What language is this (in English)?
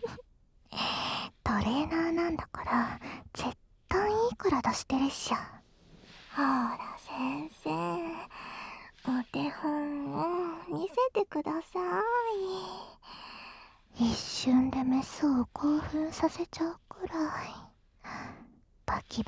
Japanese